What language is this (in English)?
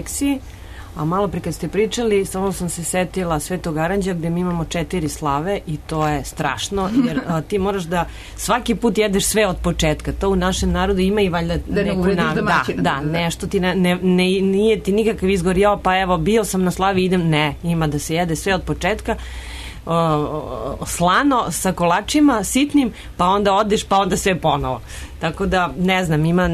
Serbian